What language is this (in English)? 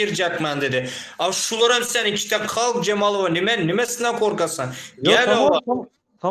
Turkmen